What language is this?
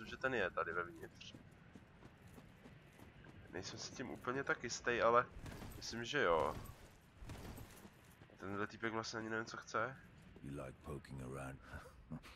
Czech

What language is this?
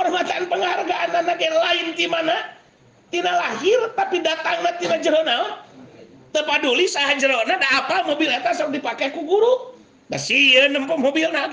Sundanese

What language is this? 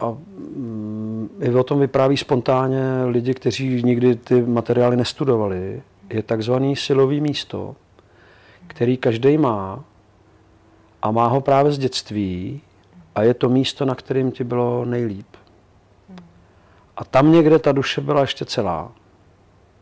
Czech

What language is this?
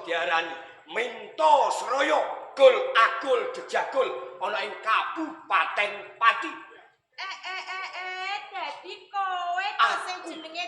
Javanese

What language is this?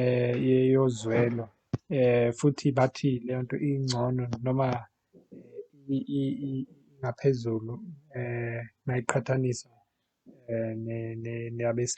Zulu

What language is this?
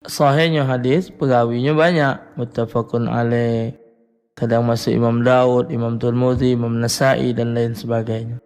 Musi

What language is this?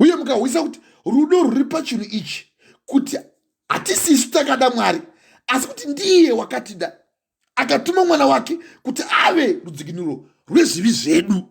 Shona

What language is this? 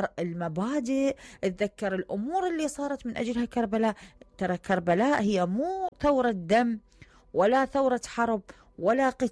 Mesopotamian Arabic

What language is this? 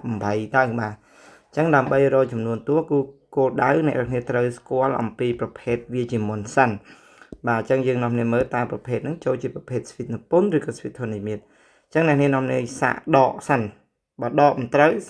Khmer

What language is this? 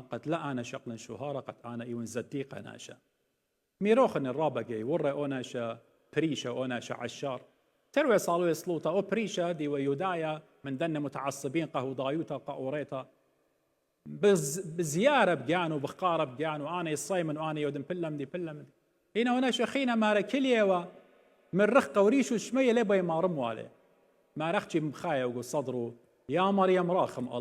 Assyrian Neo-Aramaic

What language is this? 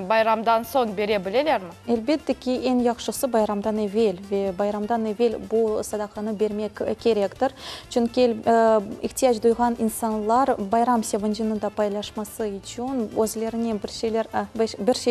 Crimean Tatar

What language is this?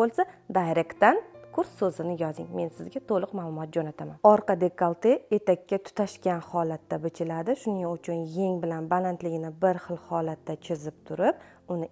Uzbek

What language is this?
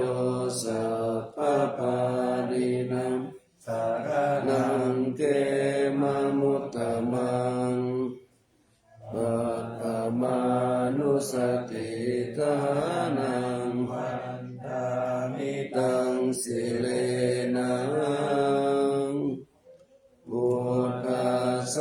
Pali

